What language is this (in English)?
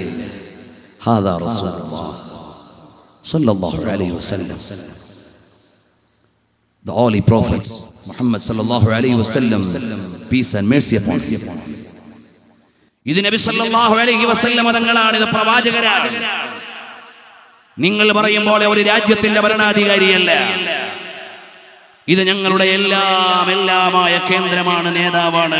Malayalam